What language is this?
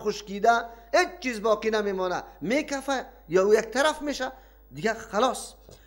Persian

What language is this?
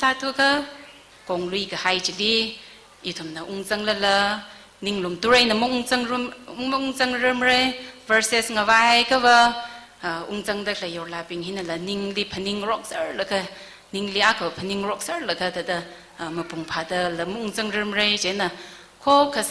Tangkhul Naga (India)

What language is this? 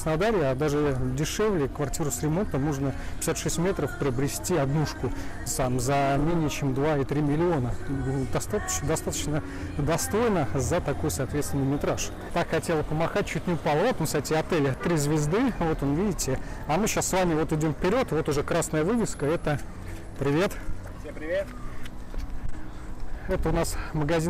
Russian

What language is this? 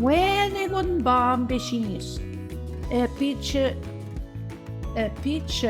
Central Ojibwa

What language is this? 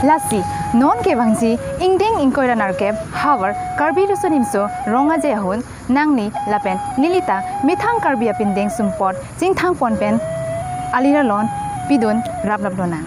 Karbi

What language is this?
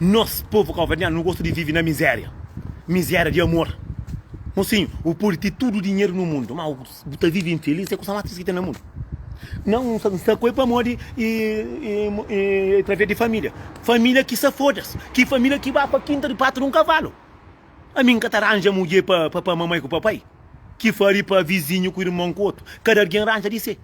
Kabuverdianu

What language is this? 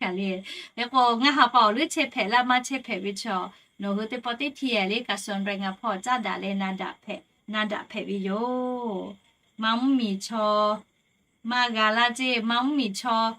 Lahu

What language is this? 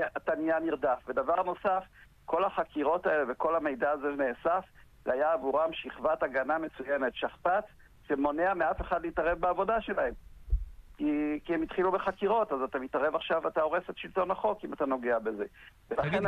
Hebrew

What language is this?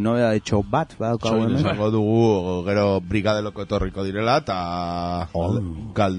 Basque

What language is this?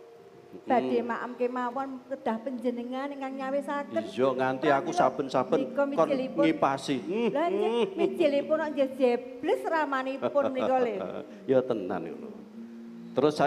Javanese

